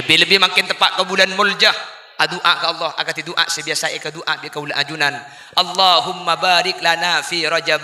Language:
Madurese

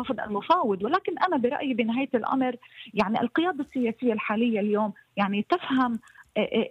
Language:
North Levantine Arabic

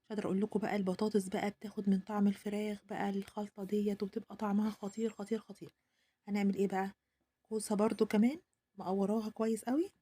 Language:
Egyptian Arabic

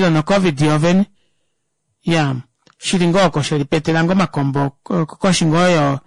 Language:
Kuanyama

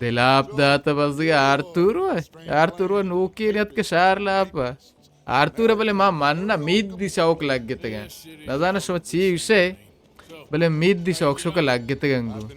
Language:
Baluchi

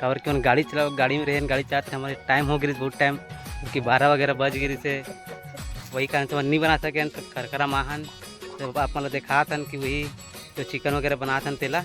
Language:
Chhattisgarhi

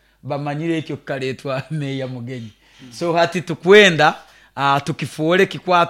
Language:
Nyoro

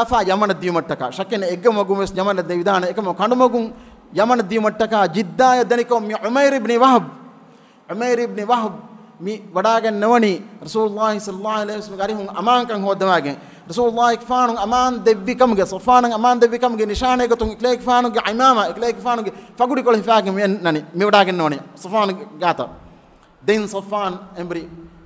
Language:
Divehi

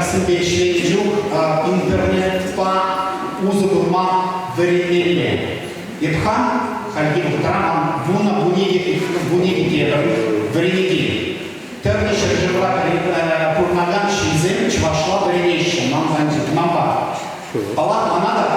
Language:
Chuvash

